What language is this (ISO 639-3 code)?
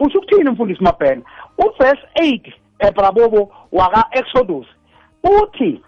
nbl